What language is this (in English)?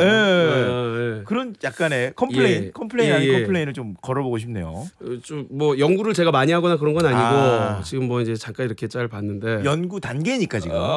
Korean